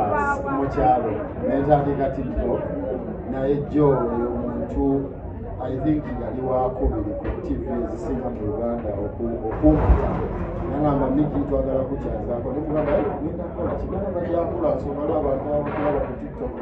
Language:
Ganda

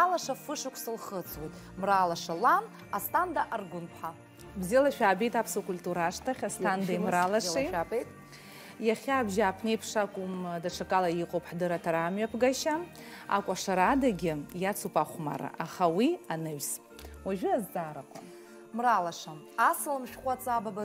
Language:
Abkhazian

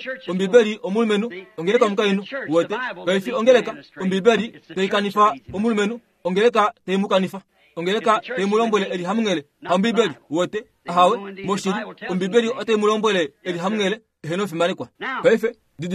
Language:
Kuanyama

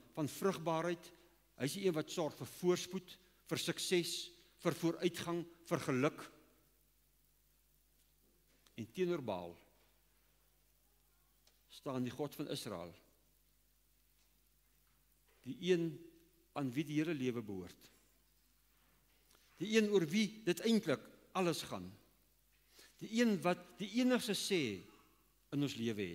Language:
Afrikaans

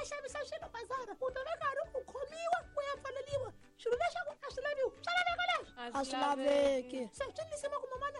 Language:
Tsonga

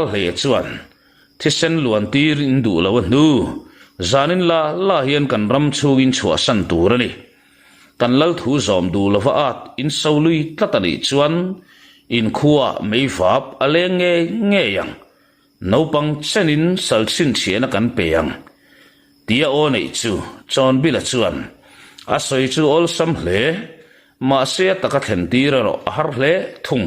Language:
Mizo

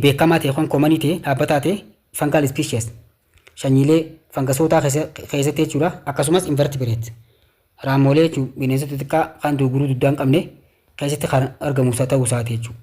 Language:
Oromo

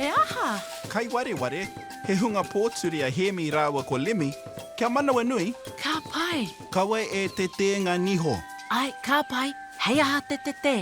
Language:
Māori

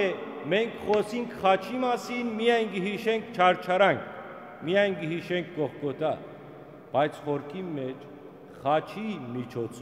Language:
Western Armenian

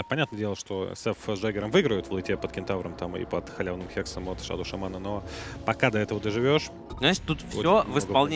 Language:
Russian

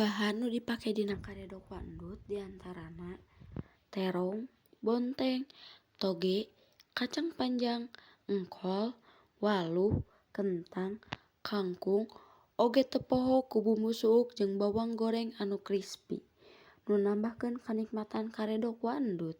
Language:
Sundanese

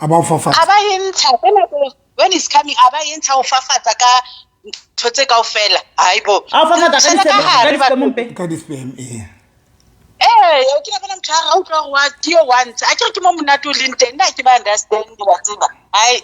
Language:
Southern Sotho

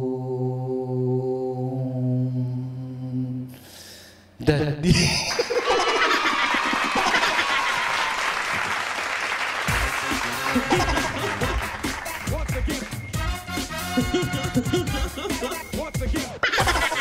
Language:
Filipino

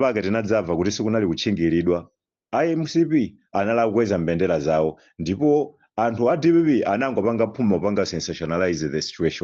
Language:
Nyanja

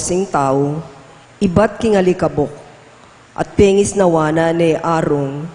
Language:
Pampanga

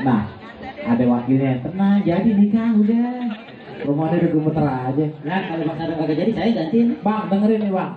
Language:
Betawi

